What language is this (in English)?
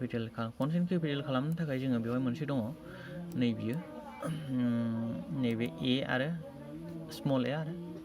Bodo